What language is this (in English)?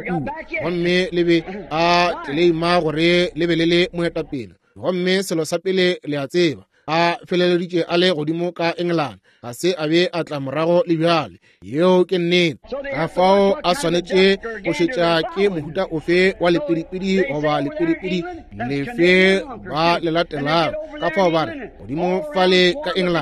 Northern Sotho